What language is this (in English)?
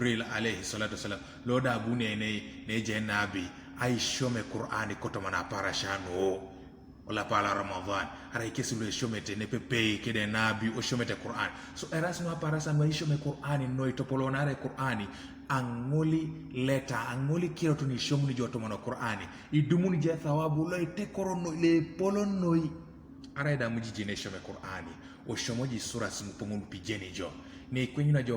Teso